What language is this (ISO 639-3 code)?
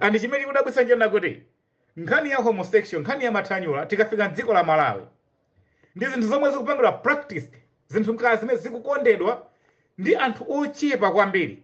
nya